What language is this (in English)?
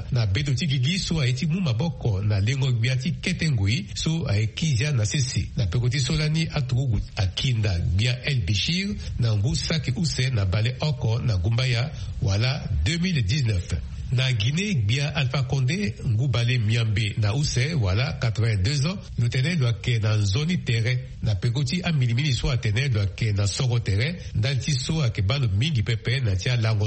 Sango